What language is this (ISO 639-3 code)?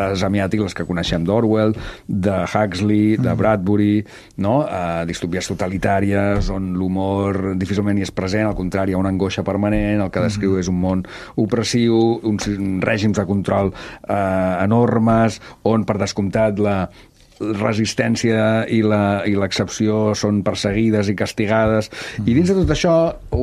cat